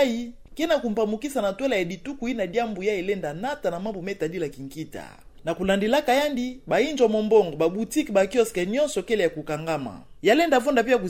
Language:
Kituba (Democratic Republic of Congo)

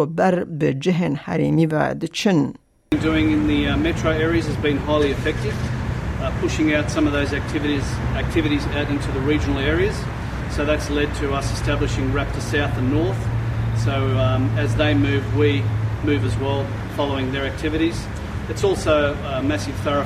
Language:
Kurdish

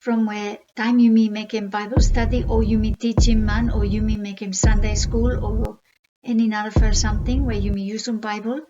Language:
Bislama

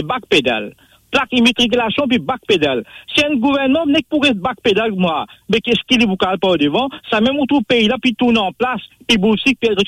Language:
Morisyen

